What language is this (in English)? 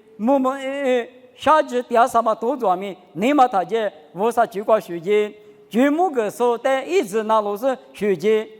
Lisu